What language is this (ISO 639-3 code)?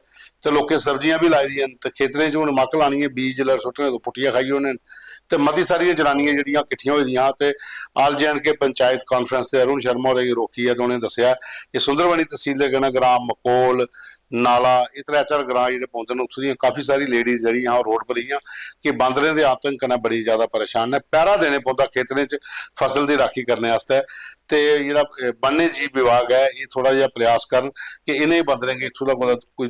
doi